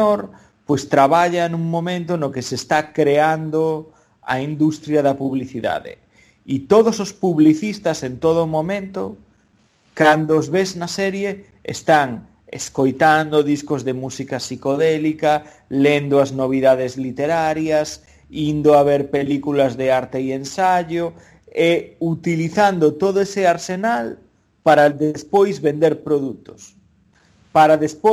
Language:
Galician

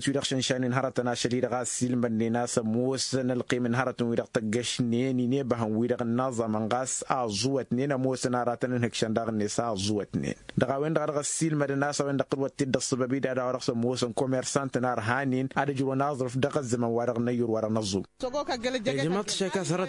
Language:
Tamasheq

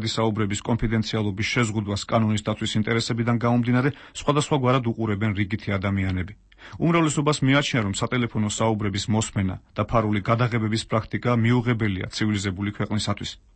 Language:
Georgian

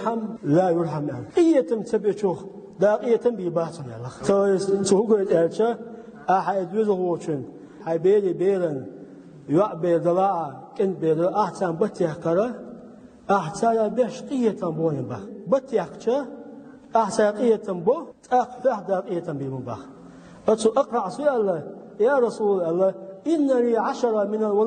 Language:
Chechen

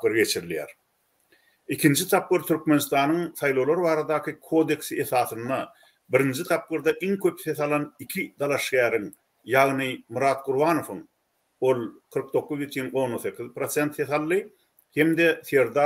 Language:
Turkmen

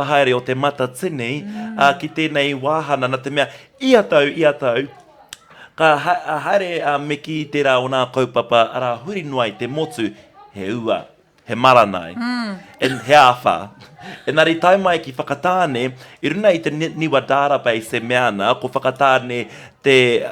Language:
Māori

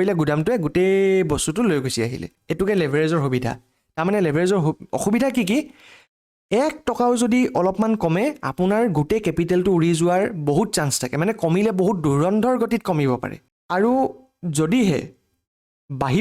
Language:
Assamese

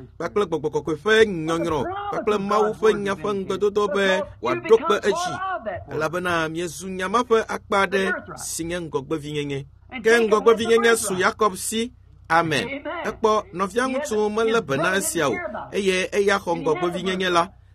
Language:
Ewe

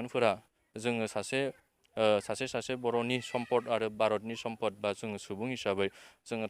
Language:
Bodo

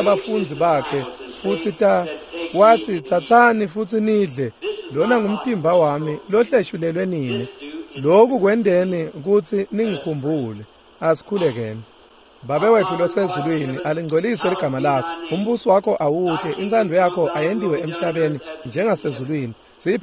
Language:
Swati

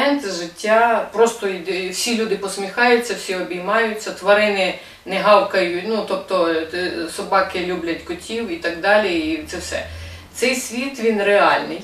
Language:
Ukrainian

